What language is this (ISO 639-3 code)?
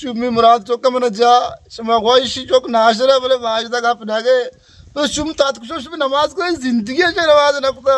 bal